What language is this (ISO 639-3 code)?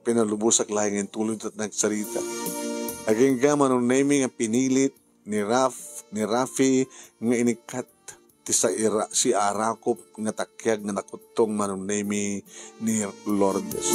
ilo